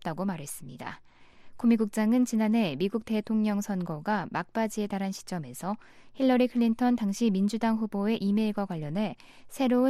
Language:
Korean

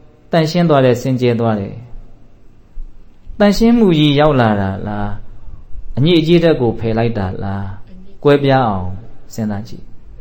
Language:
Burmese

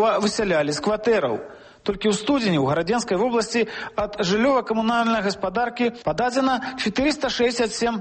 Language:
Belarusian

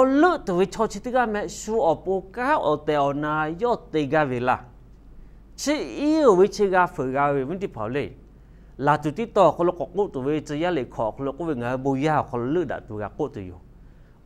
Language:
Lahu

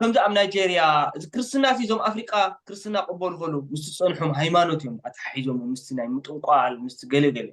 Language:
Tigrinya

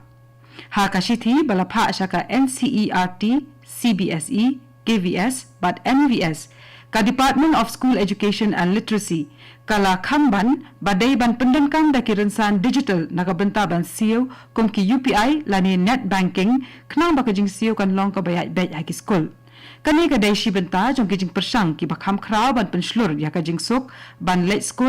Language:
Khasi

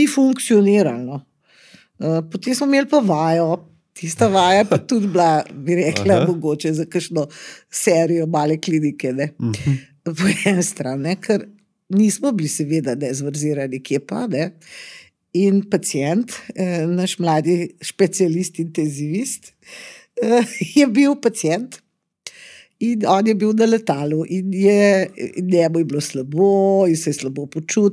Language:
Slovenian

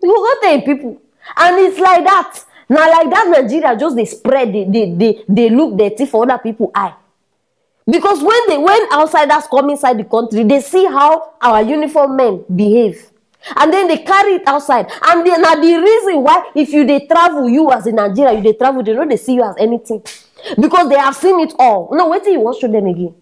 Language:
Nigerian Pidgin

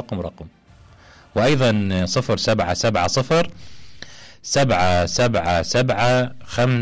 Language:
Mesopotamian Arabic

